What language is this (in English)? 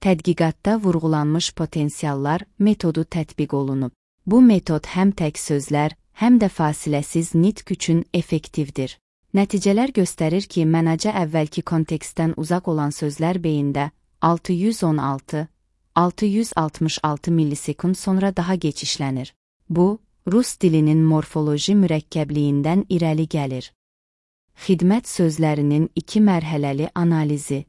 Azerbaijani